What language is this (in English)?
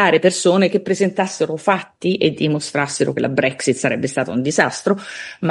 Italian